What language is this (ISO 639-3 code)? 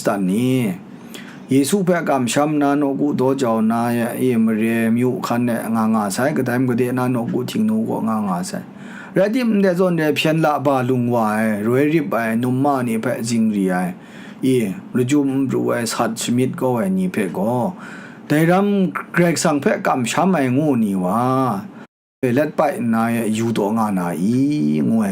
kac